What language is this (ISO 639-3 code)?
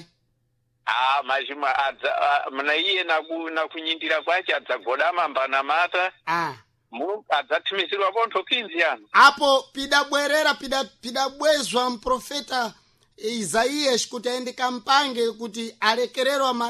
seh